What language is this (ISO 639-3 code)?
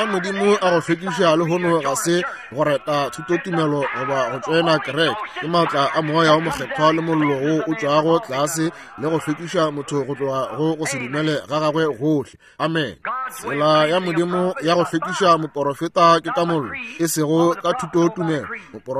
nso